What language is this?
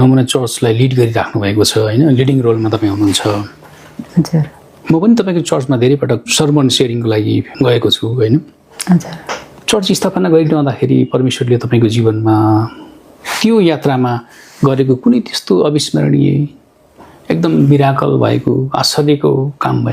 Nepali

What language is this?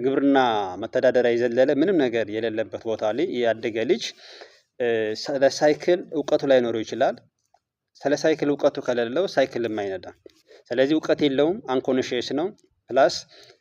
Amharic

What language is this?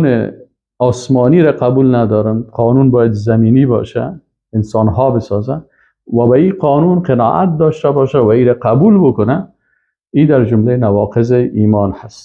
Persian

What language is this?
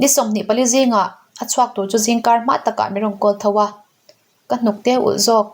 Mizo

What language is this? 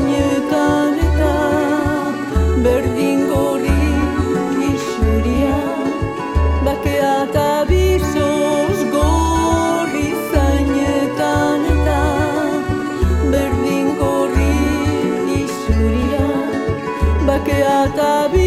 Basque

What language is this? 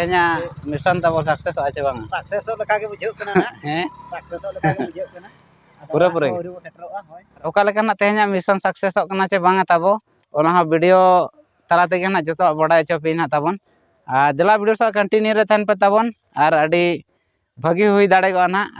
Santali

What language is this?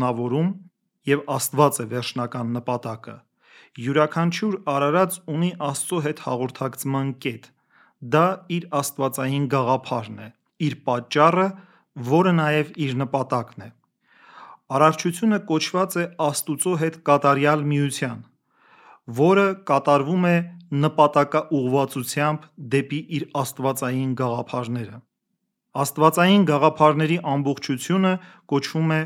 Armenian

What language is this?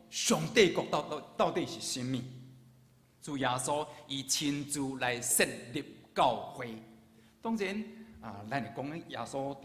Min Nan Chinese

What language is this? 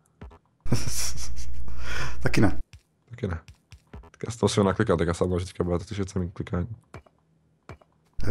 Czech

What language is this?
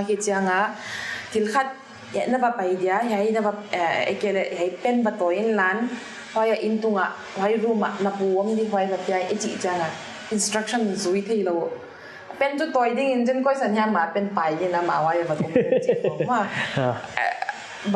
Paite Chin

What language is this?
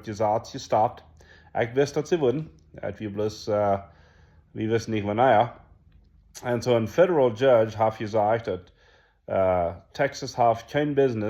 Plautdietsch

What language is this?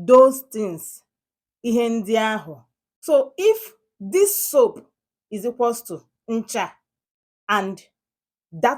Igbo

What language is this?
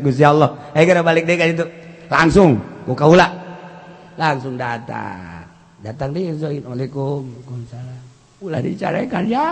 Sundanese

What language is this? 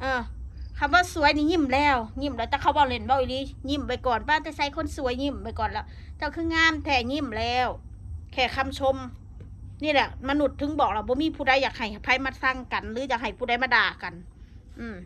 Northeastern Thai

